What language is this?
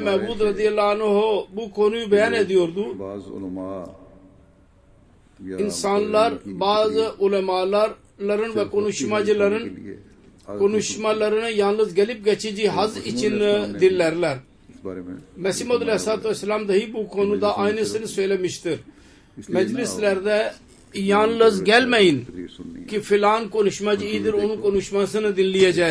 Turkish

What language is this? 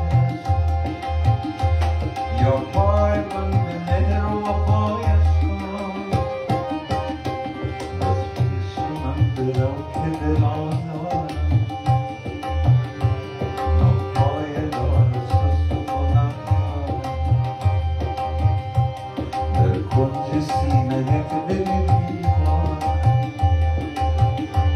Persian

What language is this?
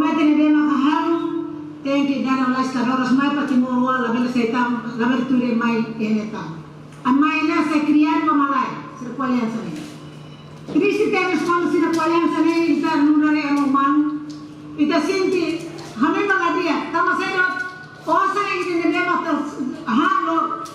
Tetum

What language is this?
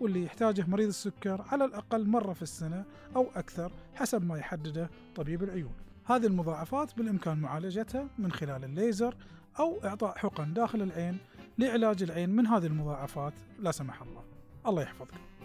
Gulf Arabic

